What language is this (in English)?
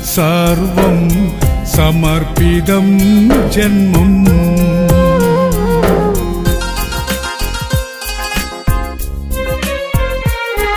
Malayalam